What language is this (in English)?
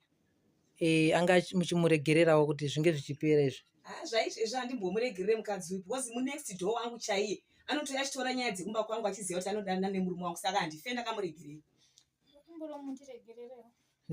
Shona